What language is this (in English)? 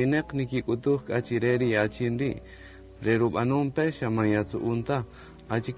Kaqchikel